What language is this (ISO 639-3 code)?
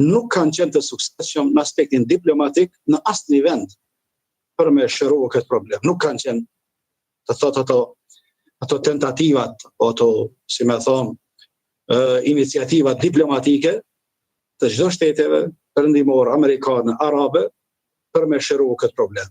sqi